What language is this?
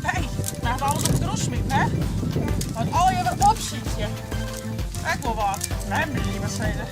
Western Frisian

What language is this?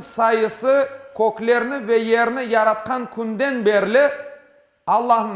Crimean Tatar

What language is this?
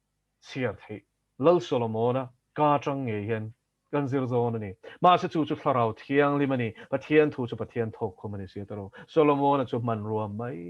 Mizo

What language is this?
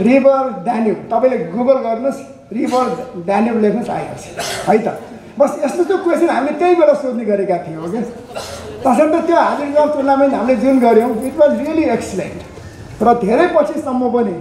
Nepali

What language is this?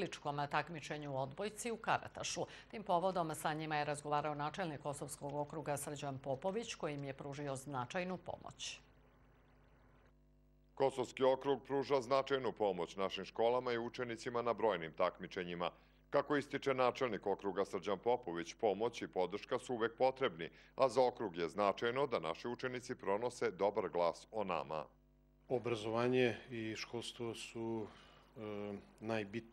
Serbian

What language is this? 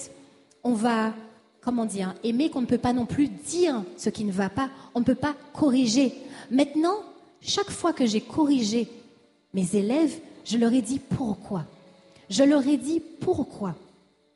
French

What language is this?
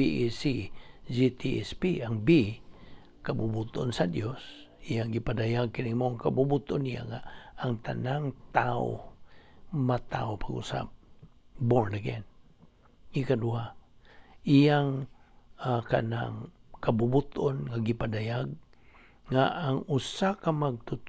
Cebuano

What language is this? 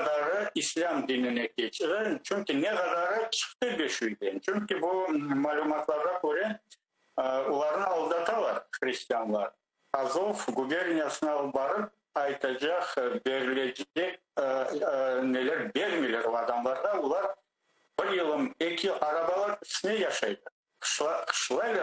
Crimean Tatar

